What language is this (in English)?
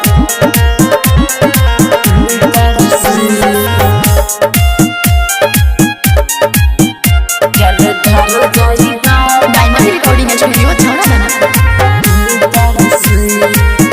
Bhojpuri